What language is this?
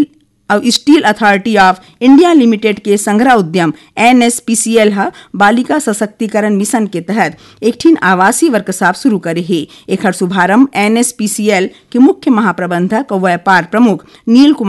Chhattisgarhi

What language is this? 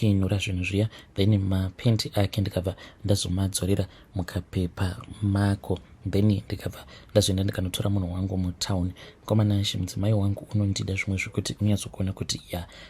Shona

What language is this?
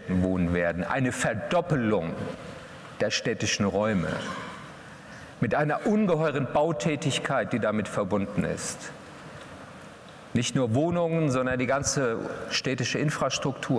German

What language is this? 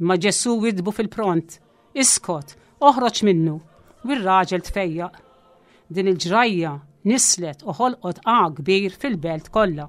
Maltese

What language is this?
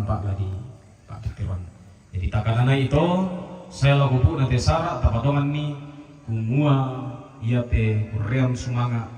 Toraja-Sa'dan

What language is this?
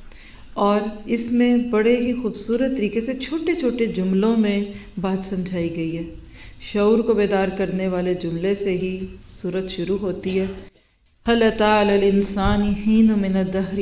Urdu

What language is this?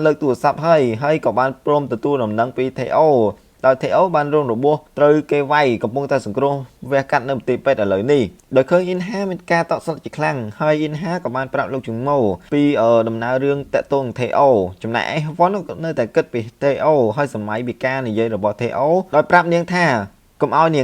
Khmer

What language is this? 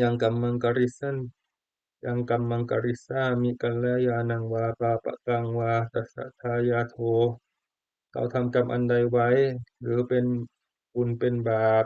Pali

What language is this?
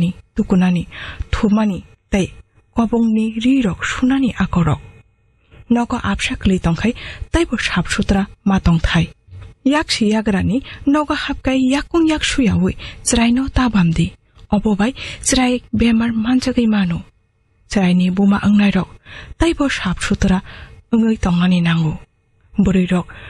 Kok Borok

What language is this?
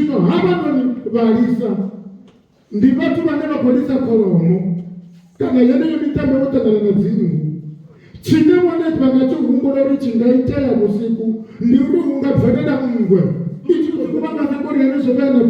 Venda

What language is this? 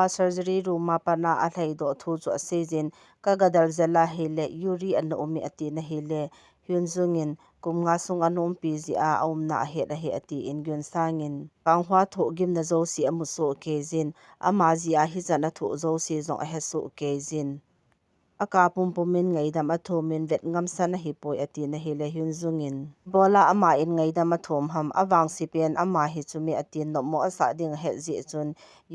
Thado Chin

